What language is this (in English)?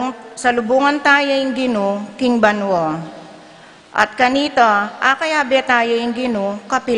Pampanga